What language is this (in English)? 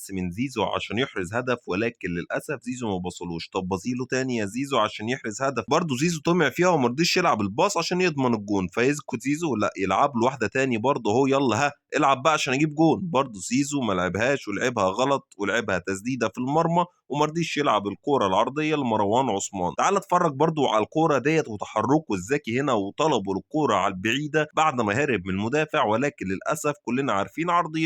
Egyptian Arabic